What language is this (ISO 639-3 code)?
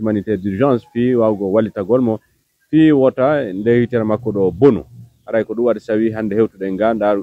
ful